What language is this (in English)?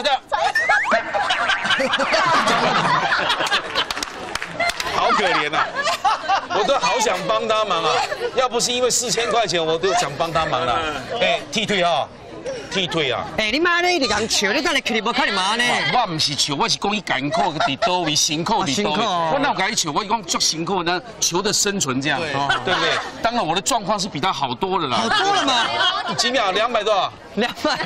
Chinese